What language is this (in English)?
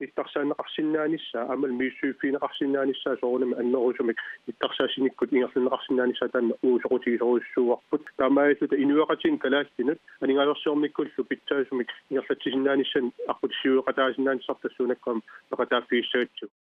Kalaallisut